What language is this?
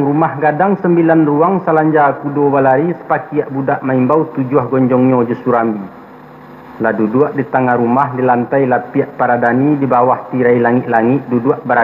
Minangkabau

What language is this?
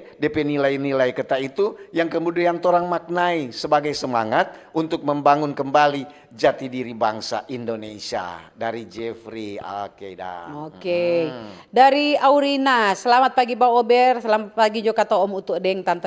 Manado Malay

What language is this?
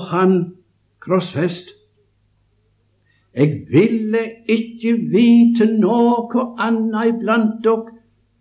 Norwegian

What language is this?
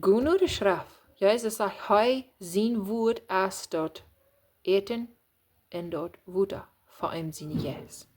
Plautdietsch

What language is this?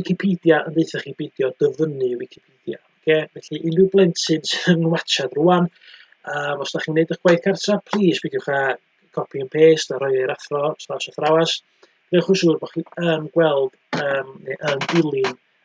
Welsh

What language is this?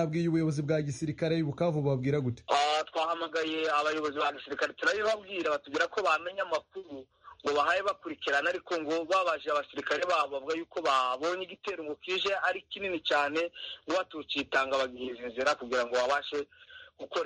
Kinyarwanda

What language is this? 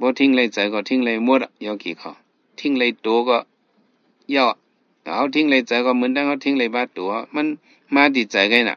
Shan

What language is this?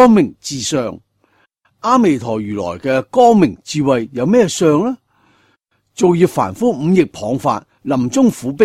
Cantonese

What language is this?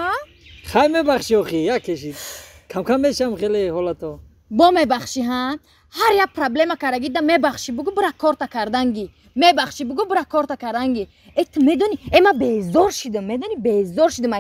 Tajik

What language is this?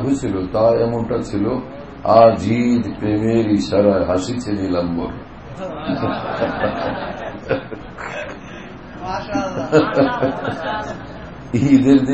Bangla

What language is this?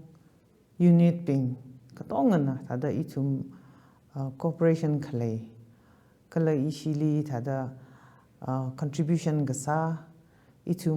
Tangkhul Naga (India)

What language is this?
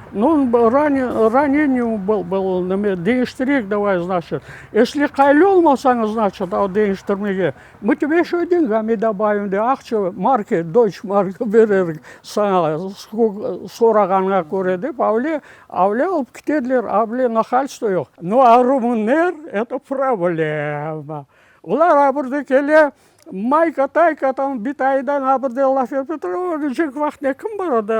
Crimean Tatar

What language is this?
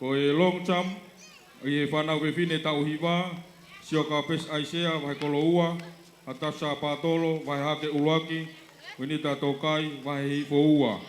Tongan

